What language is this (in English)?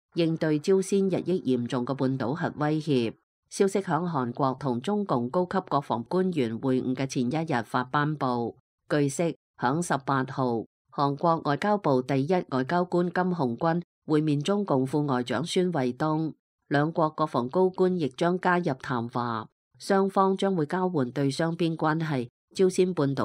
Cantonese